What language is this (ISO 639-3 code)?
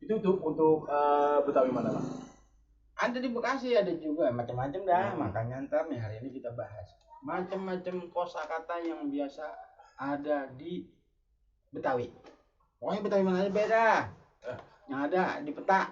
bew